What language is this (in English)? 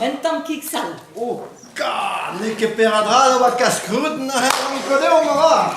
Breton